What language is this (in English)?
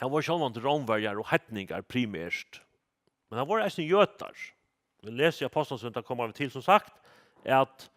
Faroese